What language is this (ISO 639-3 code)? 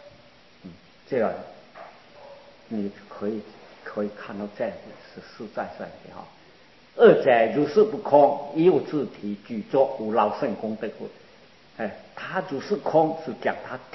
zho